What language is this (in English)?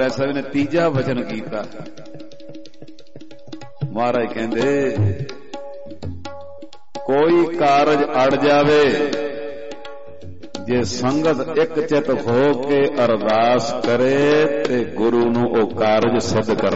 Punjabi